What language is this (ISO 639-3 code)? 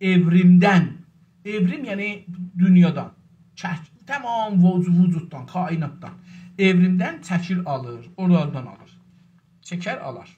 azb